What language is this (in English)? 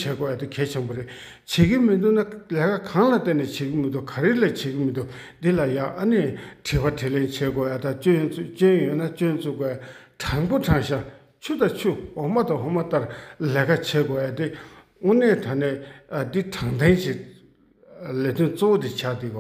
Tibetan